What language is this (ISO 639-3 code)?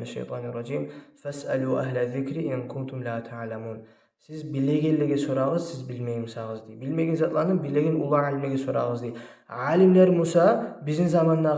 kum